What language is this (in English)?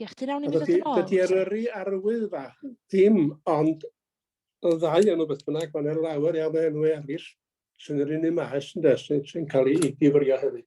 Welsh